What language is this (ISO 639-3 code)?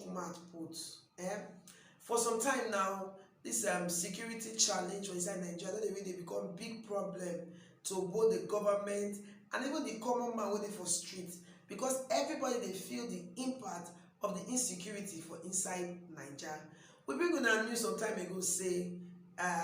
pcm